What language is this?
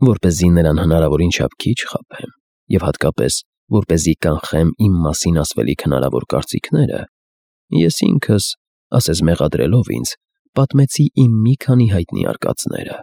Armenian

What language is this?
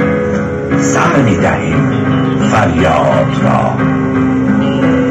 Persian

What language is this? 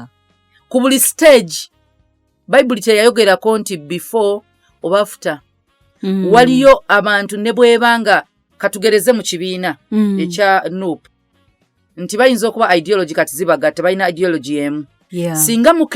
Ganda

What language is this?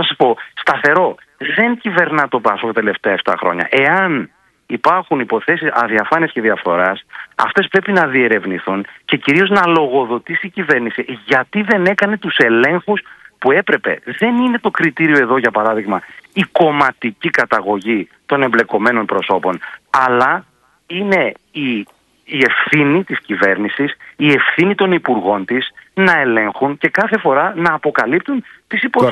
Greek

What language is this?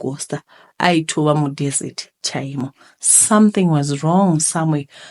Shona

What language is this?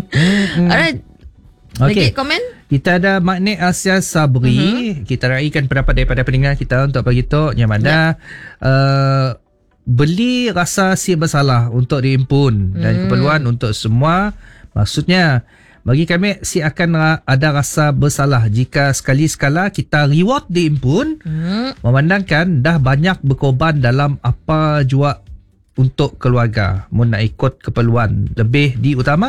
Malay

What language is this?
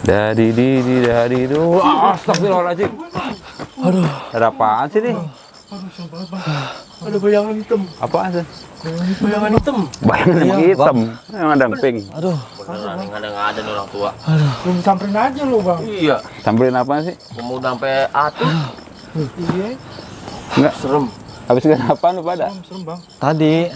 Betawi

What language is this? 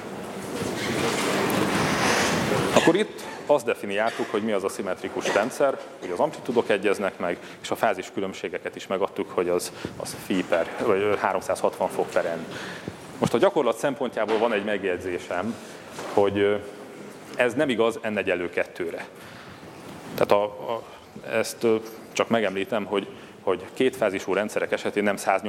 Hungarian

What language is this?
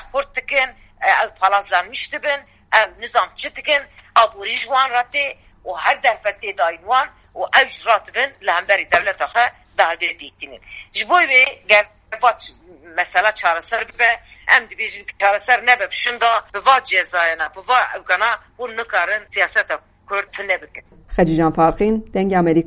Kurdish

